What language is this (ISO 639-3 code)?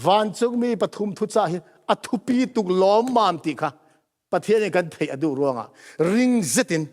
cfm